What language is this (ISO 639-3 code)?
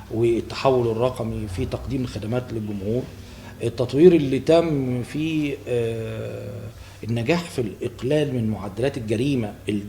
arz